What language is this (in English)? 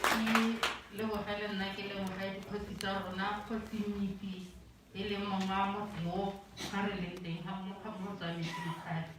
Tswana